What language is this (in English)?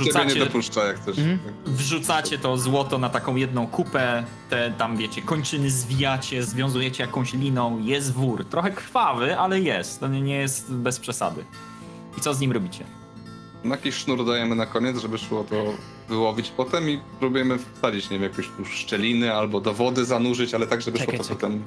Polish